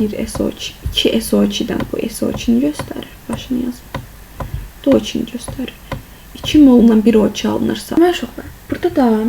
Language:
Azerbaijani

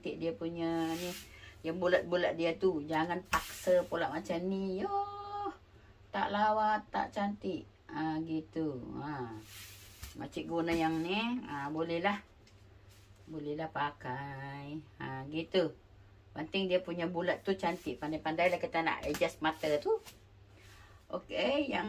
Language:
Malay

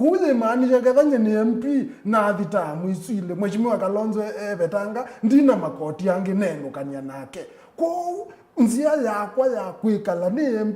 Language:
Kamba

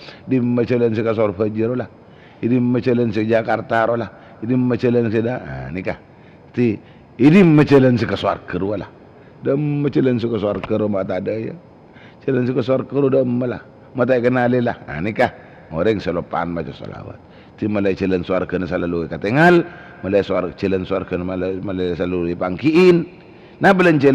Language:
Madurese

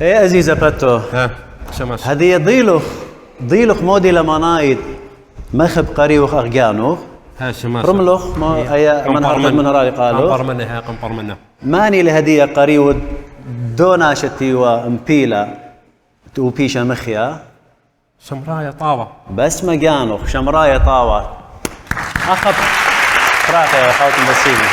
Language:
Assyrian Neo-Aramaic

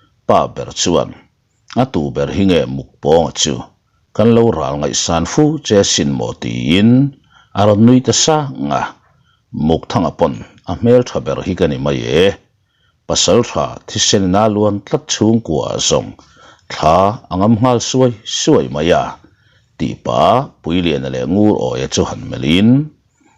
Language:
Mizo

